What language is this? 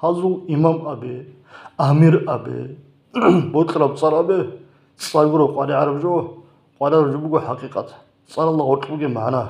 Avaric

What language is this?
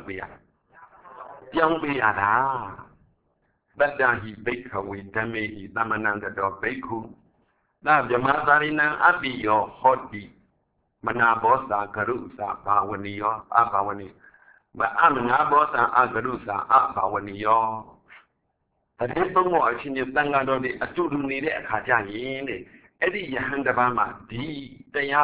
Burmese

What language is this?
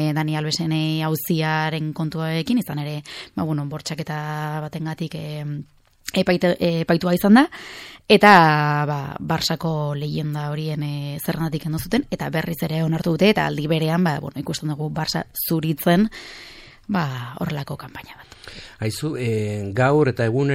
Basque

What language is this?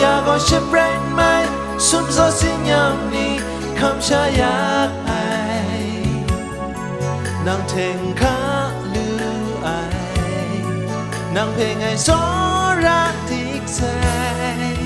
Kachin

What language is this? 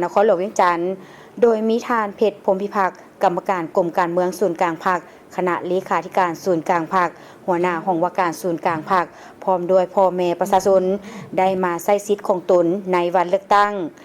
Lao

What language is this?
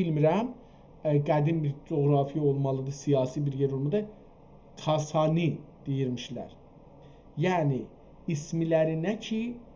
South Azerbaijani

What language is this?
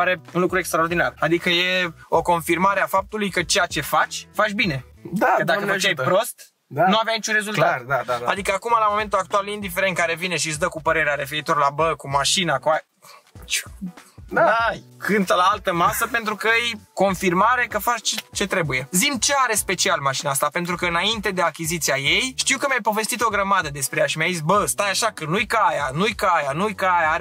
Romanian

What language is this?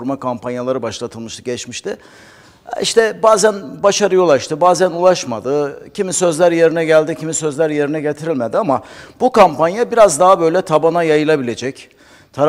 Turkish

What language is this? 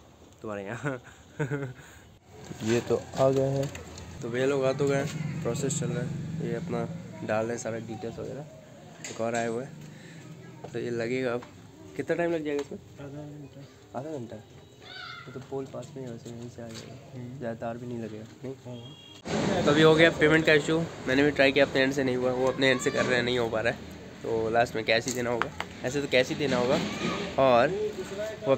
Hindi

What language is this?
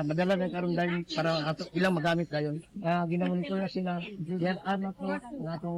Cebuano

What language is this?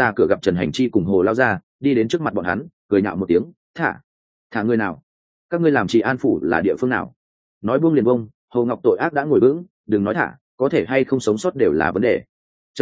Vietnamese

